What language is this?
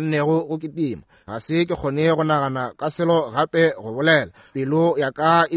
Northern Sotho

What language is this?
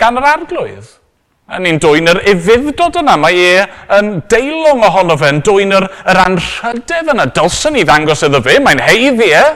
Welsh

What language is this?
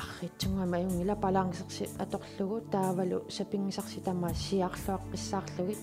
Kalaallisut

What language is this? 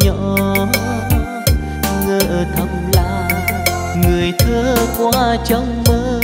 Vietnamese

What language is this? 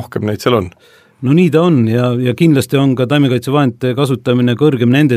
Estonian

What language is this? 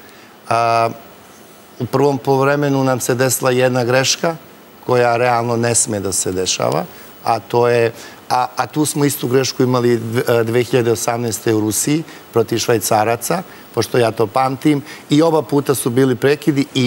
Serbian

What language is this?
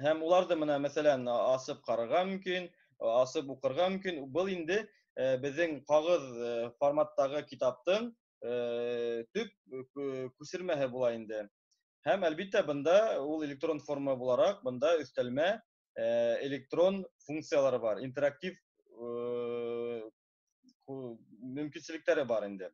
Bashkir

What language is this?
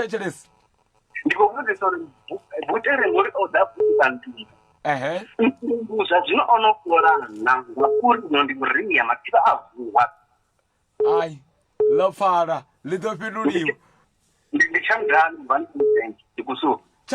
Venda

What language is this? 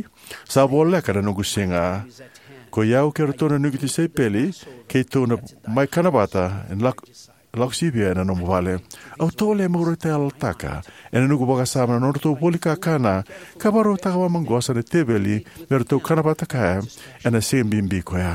Fijian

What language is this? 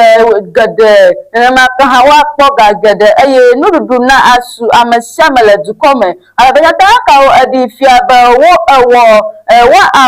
Ewe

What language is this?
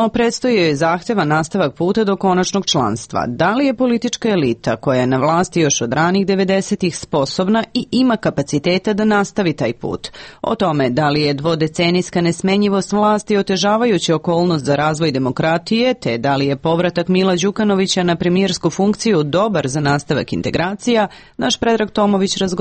Serbian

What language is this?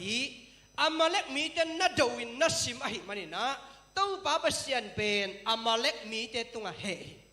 Tedim Chin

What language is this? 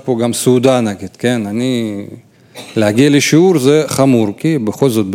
Hebrew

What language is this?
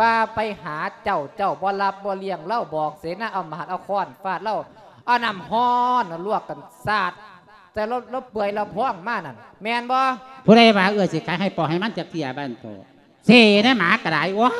Lao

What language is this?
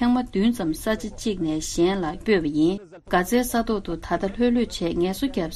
Tibetan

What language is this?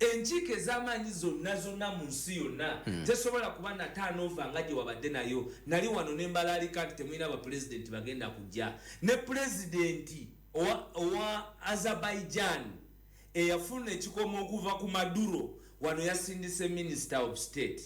Ganda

